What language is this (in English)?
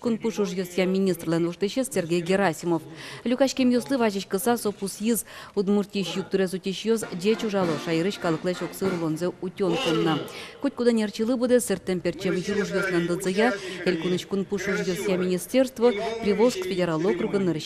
Udmurt